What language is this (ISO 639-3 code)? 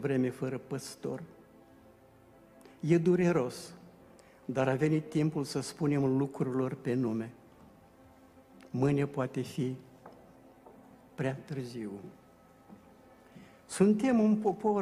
ron